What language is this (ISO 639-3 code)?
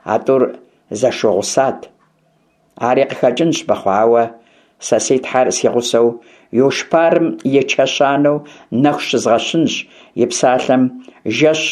kbd